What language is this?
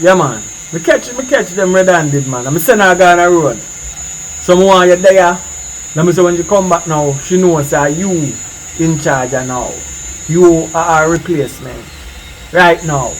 Jamaican Creole English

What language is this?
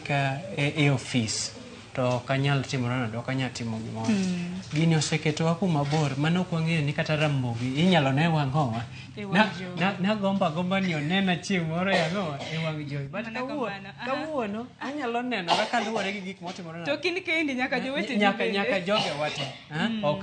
Luo (Kenya and Tanzania)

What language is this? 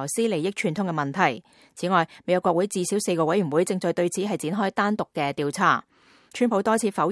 Cantonese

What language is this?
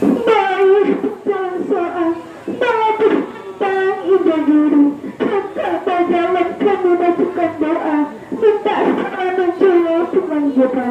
Minangkabau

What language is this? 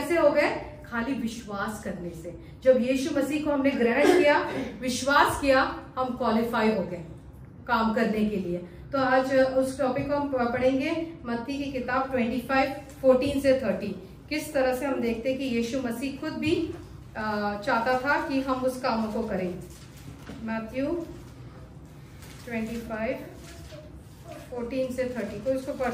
Hindi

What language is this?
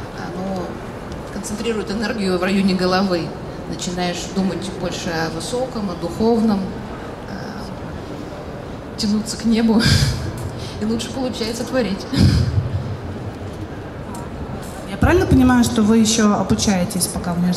Russian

